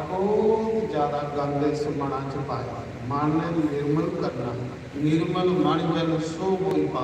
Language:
Dogri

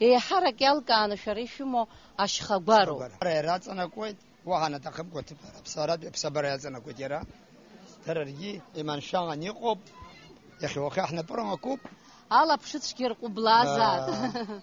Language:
Abkhazian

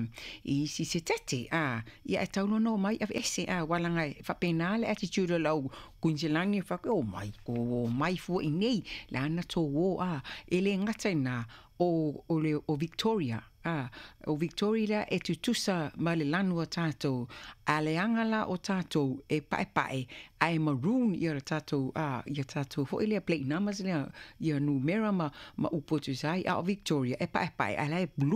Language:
Samoan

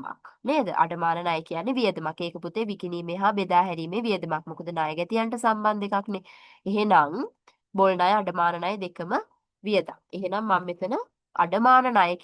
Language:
Sinhala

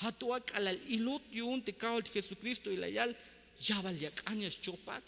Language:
Tzeltal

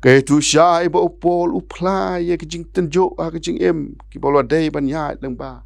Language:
Khasi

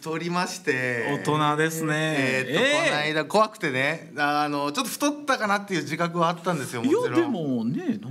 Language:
Japanese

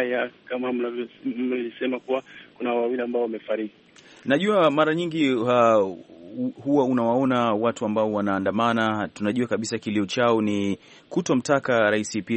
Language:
Swahili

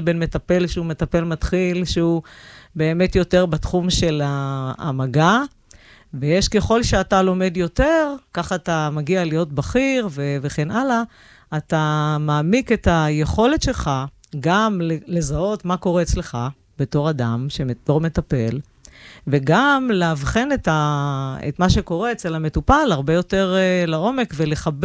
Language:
Hebrew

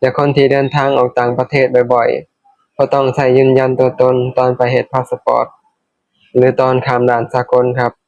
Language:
Lao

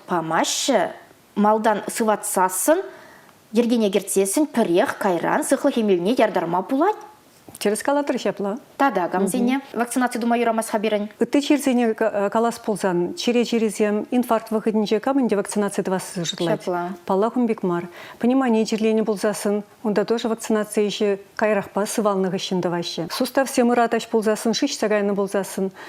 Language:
Chuvash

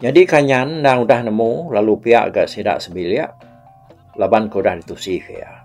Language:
Iban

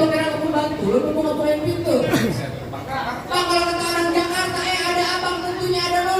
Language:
Betawi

